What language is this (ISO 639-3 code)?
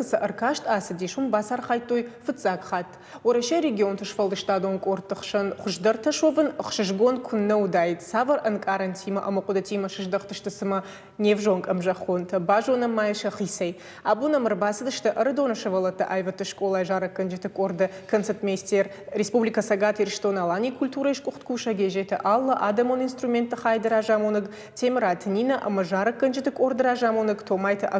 oss